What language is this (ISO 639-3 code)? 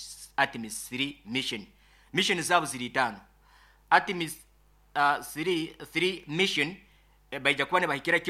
nyo